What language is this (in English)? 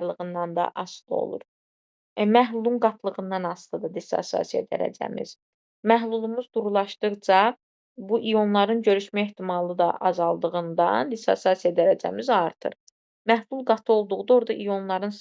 Azerbaijani